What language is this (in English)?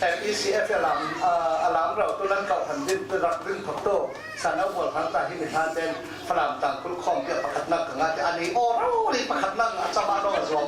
Falam Chin